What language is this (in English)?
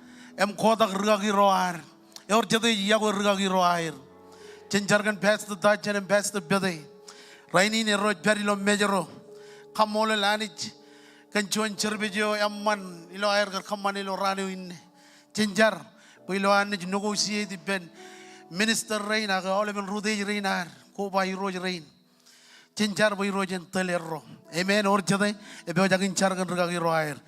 Marshallese